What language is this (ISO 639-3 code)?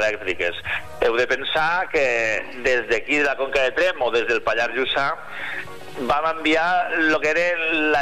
cat